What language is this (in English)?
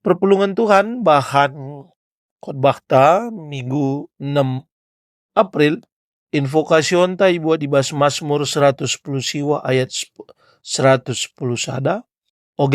Batak Karo